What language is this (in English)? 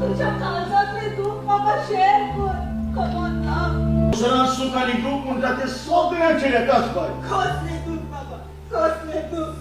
Konkani